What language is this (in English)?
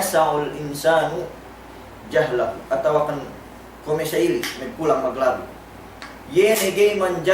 Yakan